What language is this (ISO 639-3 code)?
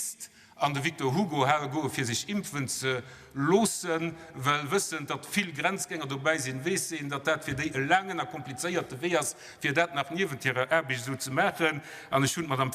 ltz